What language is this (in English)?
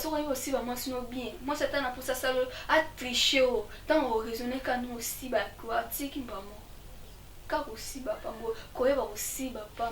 Lingala